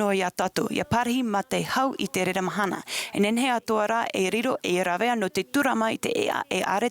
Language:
Tahitian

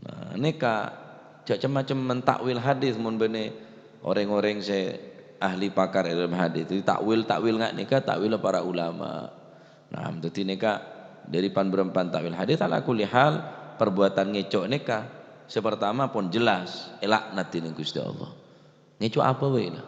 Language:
Madurese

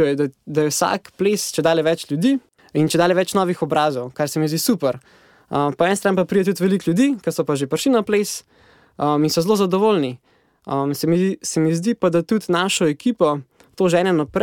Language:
Slovenian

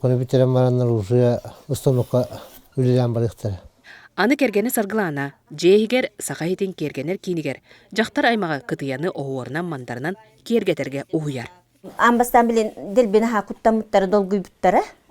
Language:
Yakut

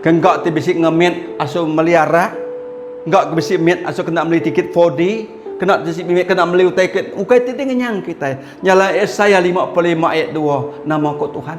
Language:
Iban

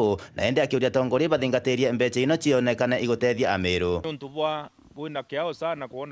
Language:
Meru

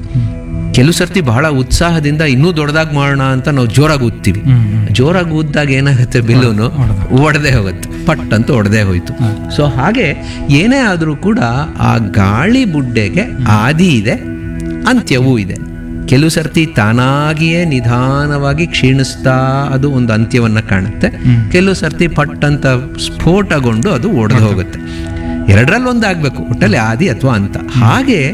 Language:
Kannada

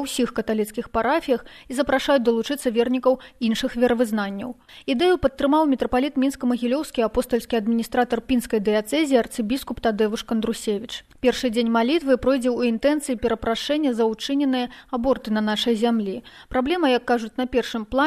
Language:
Belarusian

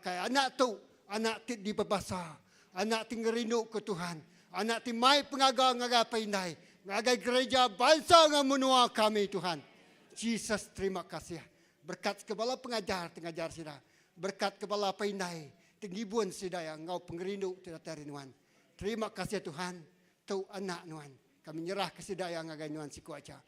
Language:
Iban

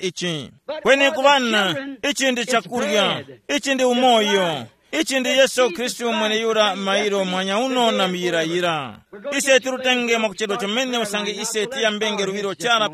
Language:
Tumbuka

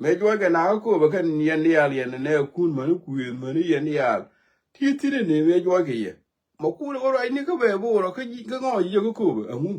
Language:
Nuer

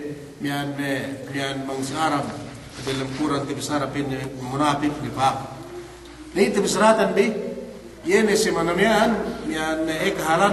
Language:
Yakan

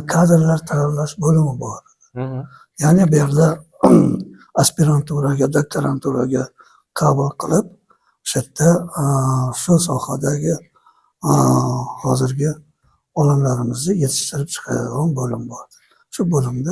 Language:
Uzbek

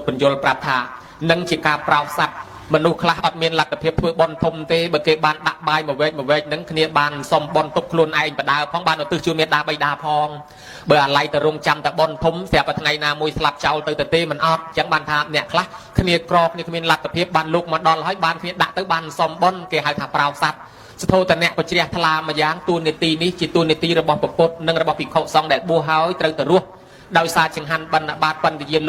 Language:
Khmer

